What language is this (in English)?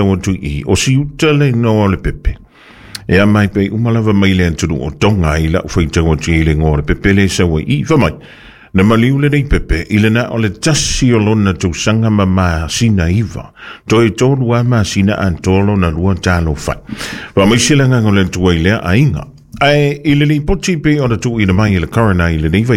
Samoan